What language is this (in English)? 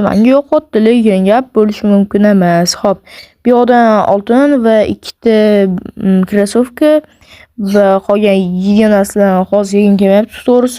Uzbek